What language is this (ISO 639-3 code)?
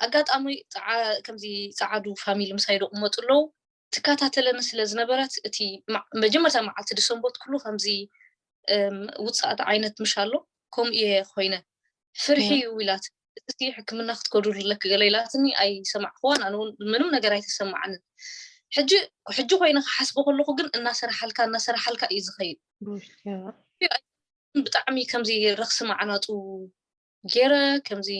tir